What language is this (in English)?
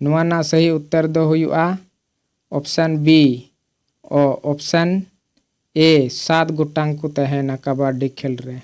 Santali